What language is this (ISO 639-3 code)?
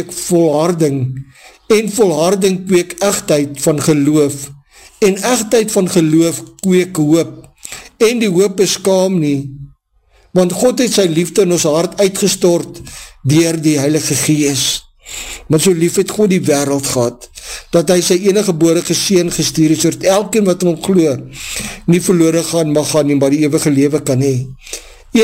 afr